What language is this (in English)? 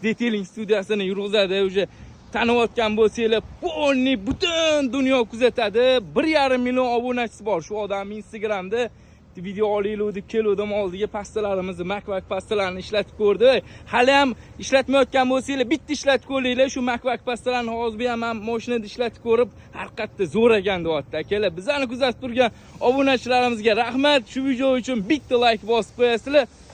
Uzbek